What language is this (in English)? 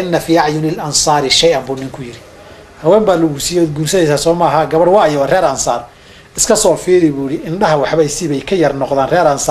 Somali